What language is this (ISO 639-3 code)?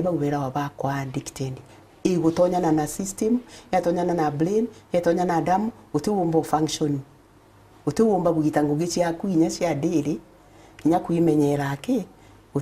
mer